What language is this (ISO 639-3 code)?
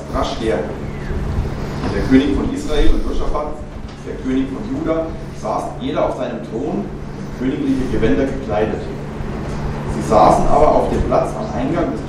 deu